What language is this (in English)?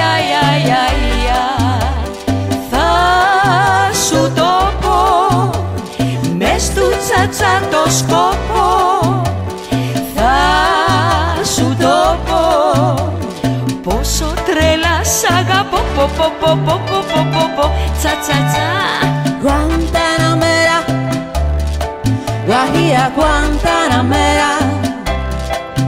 Greek